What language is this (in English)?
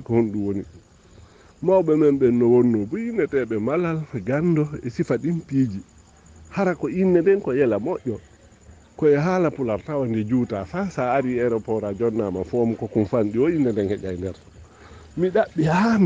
Fula